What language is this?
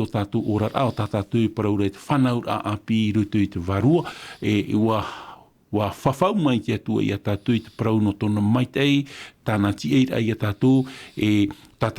Tahitian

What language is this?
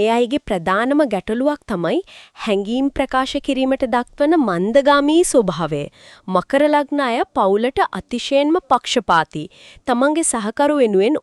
Sinhala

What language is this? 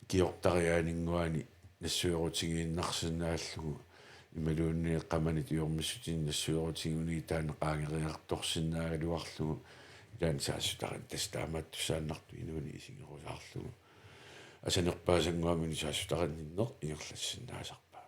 Kalaallisut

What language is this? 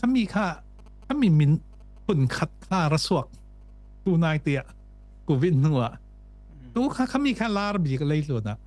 Falam Chin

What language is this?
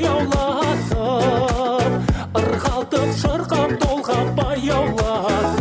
Kara-Kalpak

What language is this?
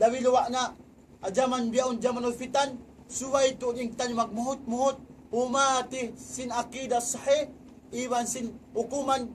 Tausug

